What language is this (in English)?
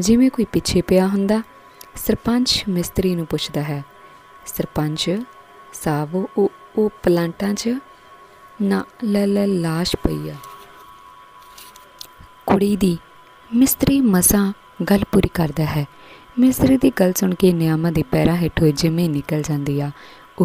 Punjabi